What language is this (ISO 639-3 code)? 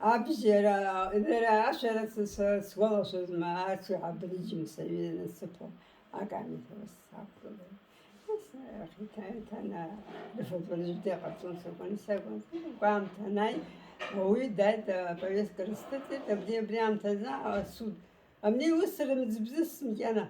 abk